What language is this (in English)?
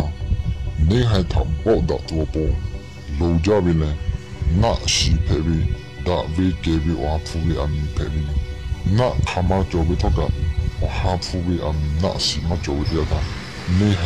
Lahu